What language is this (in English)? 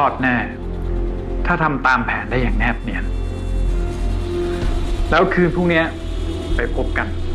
Thai